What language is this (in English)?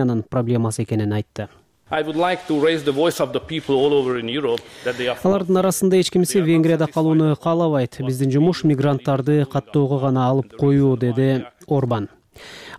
Kyrgyz